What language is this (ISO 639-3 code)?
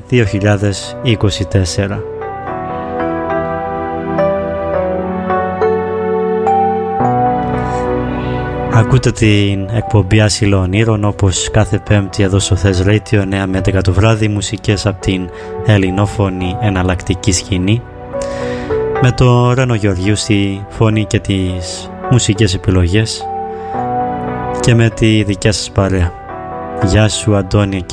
ell